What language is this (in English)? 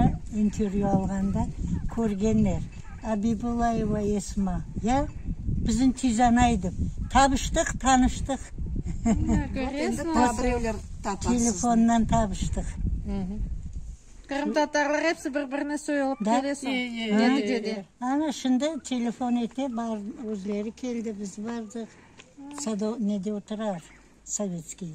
Crimean Tatar